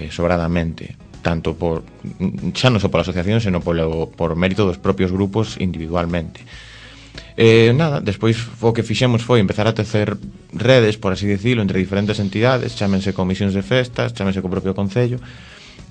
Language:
Galician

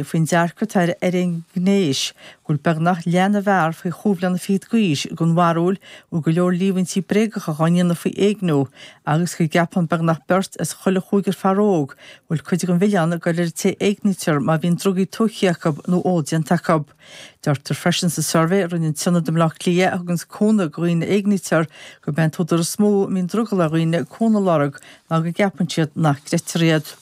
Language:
Irish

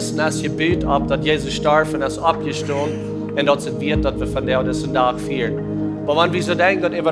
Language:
Plautdietsch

